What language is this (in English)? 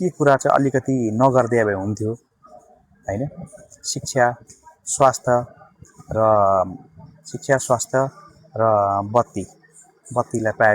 Nepali